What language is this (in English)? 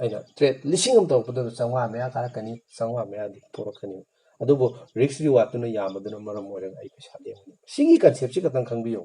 Manipuri